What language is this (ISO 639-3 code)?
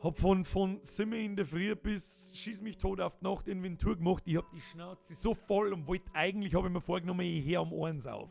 bar